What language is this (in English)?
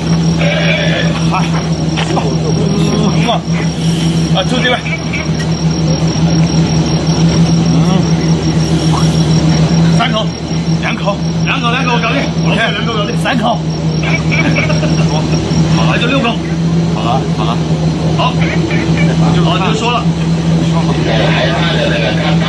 Chinese